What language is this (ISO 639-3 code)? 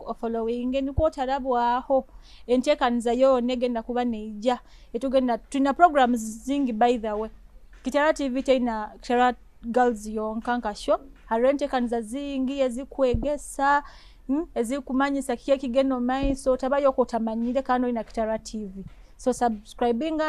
nyo